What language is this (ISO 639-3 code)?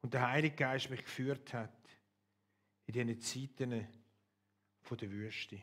gsw